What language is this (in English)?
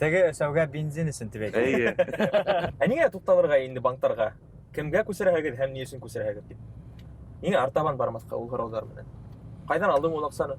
Bashkir